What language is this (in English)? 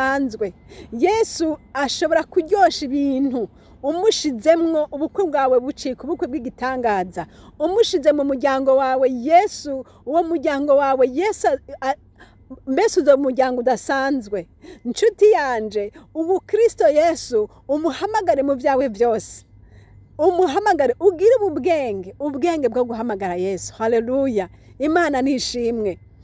Rundi